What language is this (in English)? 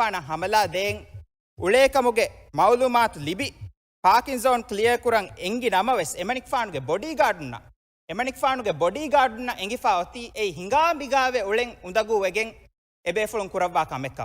Divehi